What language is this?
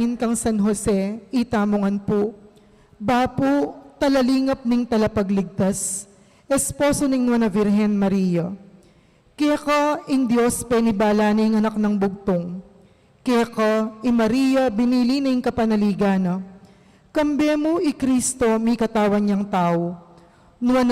Pampanga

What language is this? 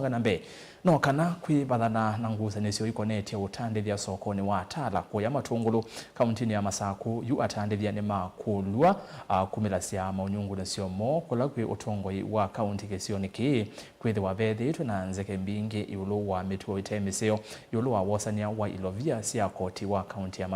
Kamba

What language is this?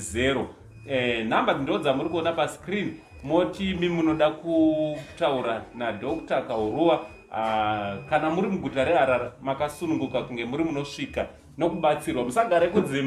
Shona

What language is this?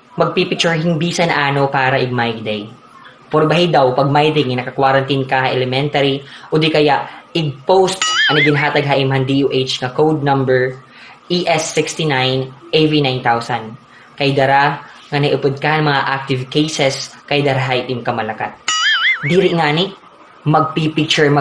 Waray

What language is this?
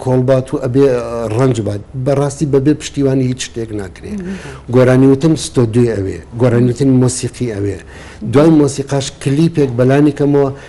Central Kurdish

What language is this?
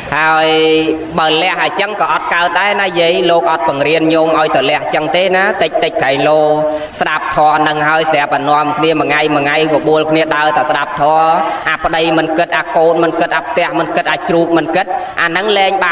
Khmer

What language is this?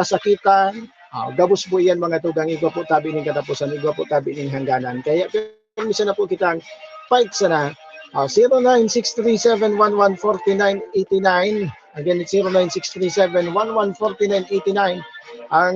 Bikol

